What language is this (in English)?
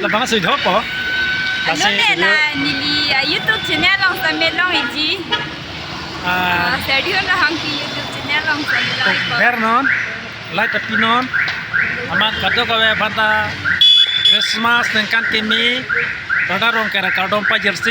Karbi